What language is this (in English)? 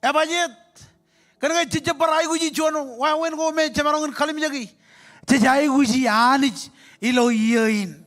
Marshallese